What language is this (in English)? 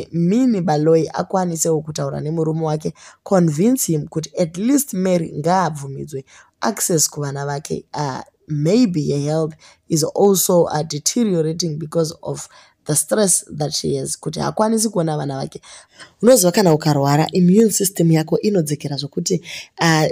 Shona